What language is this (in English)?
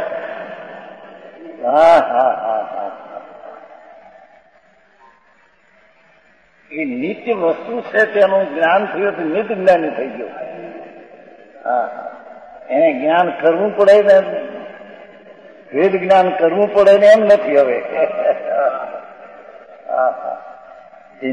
Gujarati